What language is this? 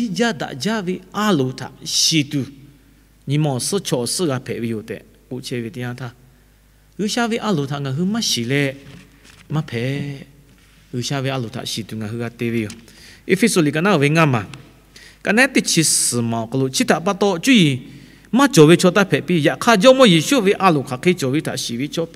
Lahu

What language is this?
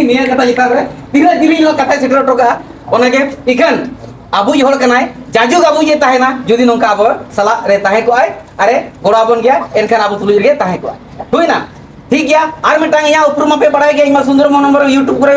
Santali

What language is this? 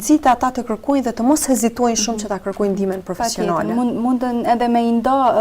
Albanian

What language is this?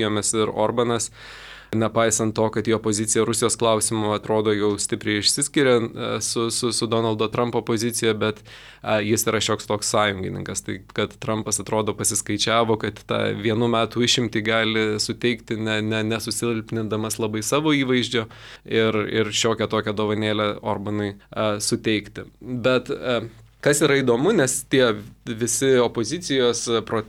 Lithuanian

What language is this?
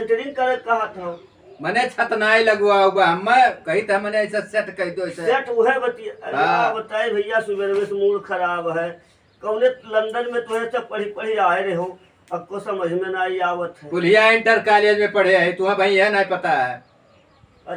Awadhi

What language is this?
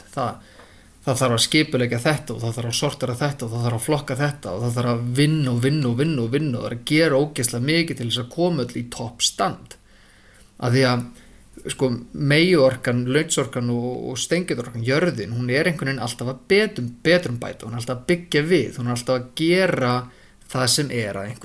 Icelandic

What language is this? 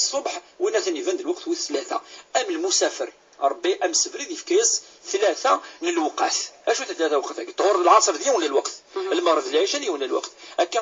Kabyle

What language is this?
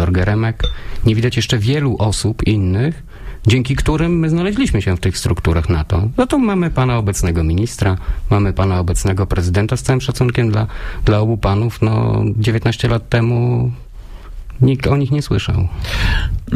Polish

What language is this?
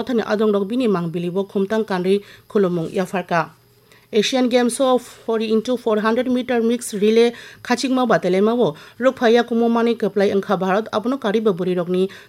Kok Borok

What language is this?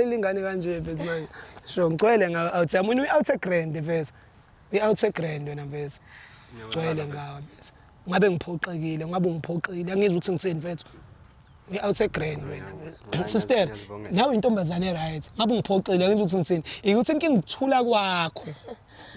Zulu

